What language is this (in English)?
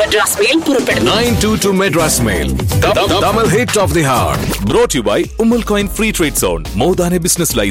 Malayalam